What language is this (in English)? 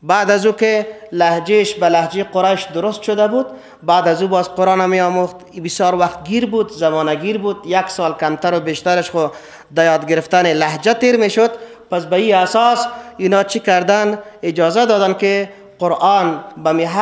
Persian